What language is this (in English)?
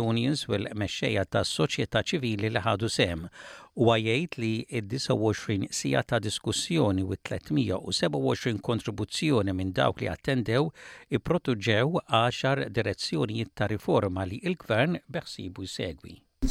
Maltese